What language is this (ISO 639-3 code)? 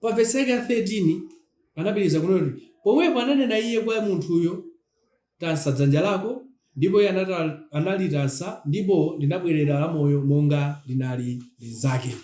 nya